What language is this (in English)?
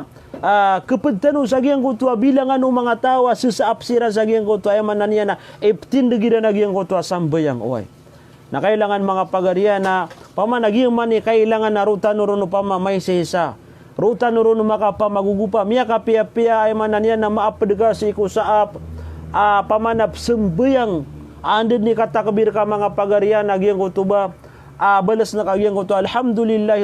Maranao